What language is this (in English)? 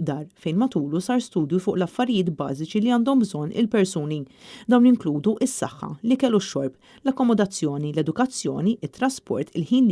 Maltese